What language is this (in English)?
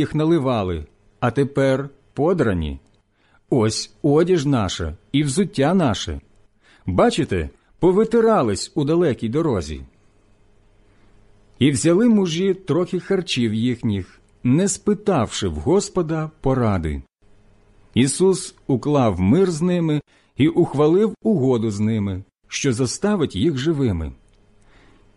Ukrainian